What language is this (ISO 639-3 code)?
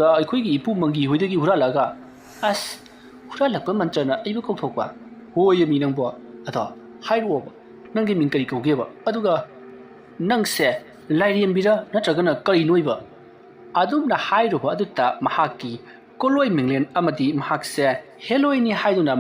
mni